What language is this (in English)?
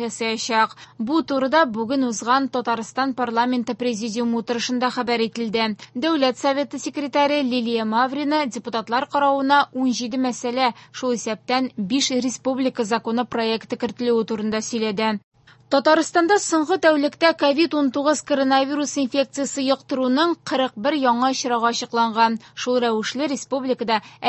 Tatar